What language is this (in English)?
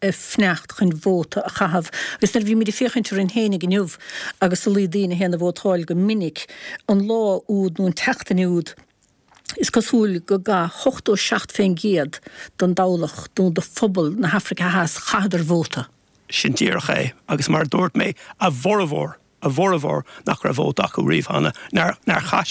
Irish